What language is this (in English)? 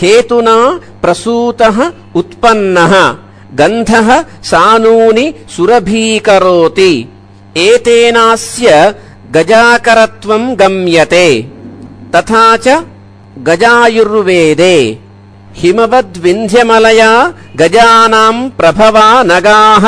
Sanskrit